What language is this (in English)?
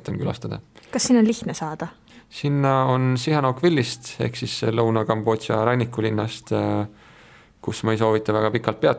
Estonian